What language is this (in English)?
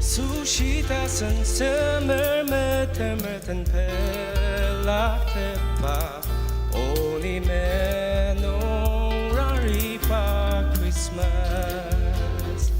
Ao Naga